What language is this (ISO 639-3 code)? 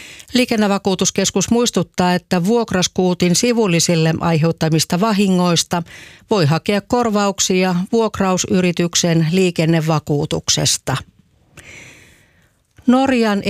fin